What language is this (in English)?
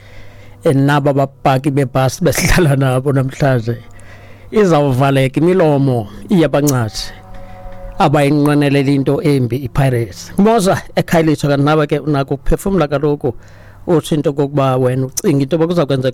Xhosa